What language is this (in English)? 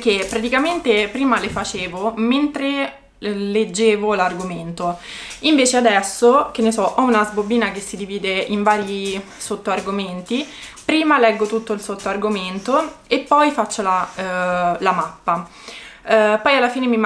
Italian